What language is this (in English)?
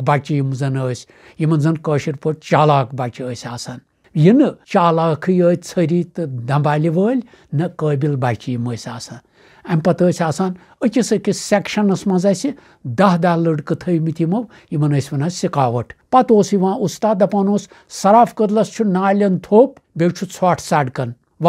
Kashmiri